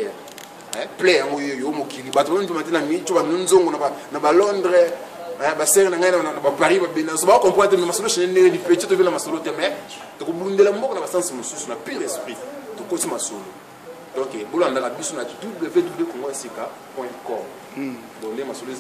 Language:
Lingala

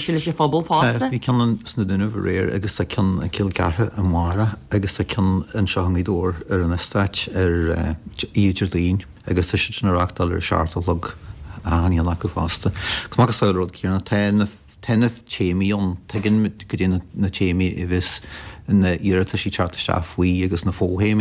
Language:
Irish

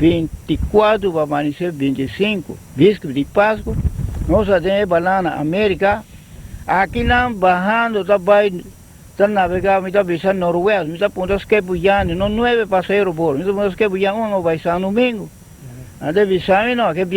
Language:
Papiamento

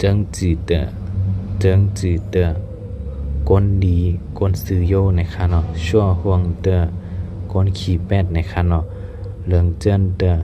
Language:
Shan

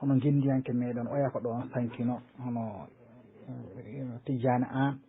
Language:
Fula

